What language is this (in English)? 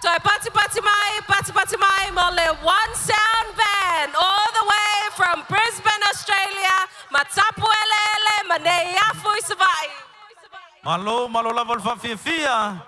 Samoan